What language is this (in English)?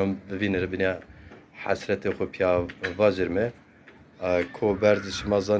Zaza